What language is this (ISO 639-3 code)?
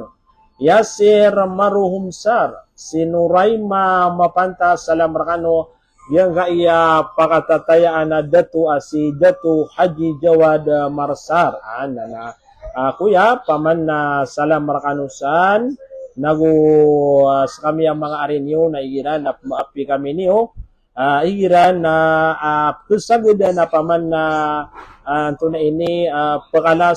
mrw